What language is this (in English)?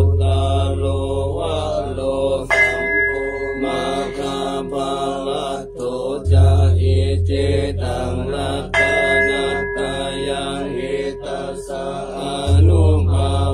Pali